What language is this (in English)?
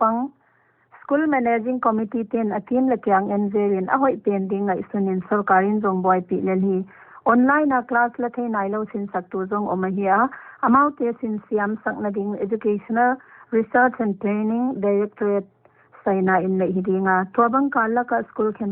Paite Chin